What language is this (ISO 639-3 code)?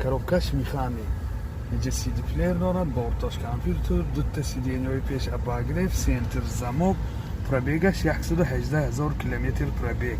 tgk